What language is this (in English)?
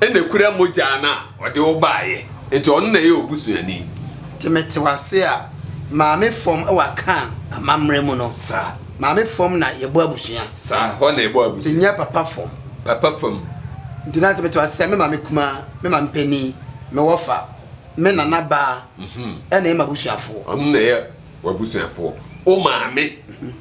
Akan